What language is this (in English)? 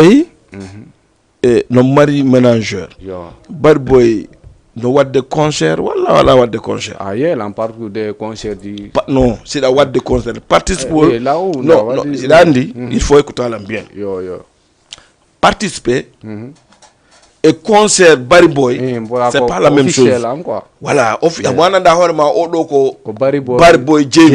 Fula